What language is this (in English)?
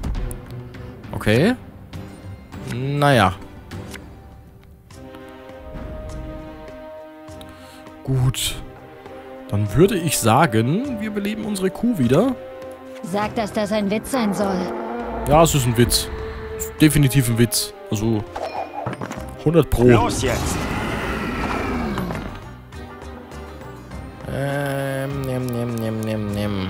German